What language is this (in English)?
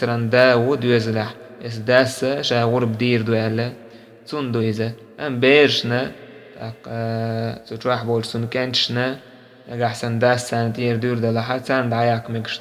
Chechen